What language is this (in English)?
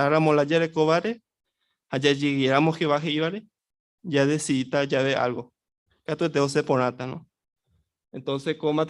Guarani